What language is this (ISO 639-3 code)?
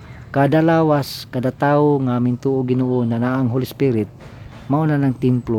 ceb